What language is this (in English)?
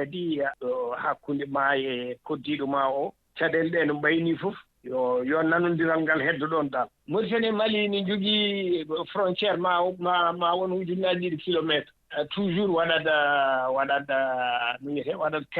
Fula